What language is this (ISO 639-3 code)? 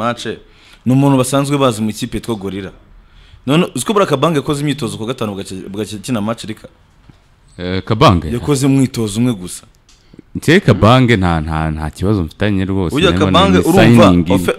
kin